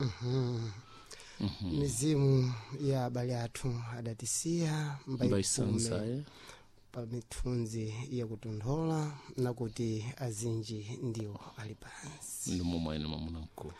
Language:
Sena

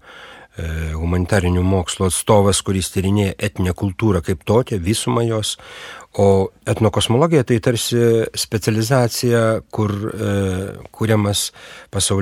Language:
Lithuanian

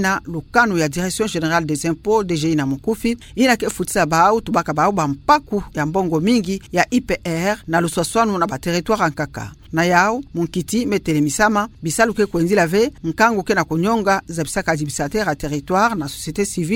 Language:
Kituba (Democratic Republic of Congo)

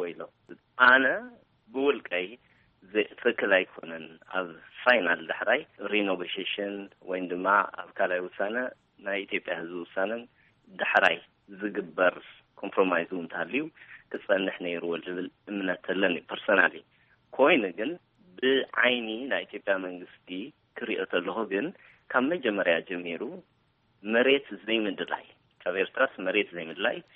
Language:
Tigrinya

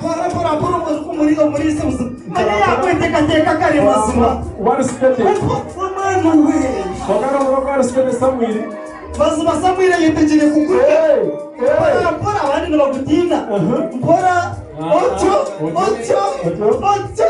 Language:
Nyankole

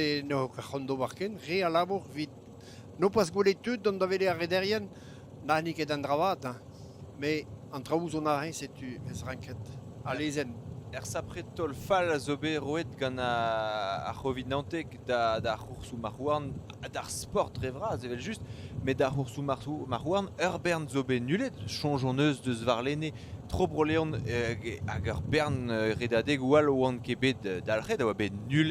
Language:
Breton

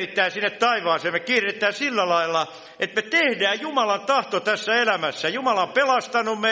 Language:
Finnish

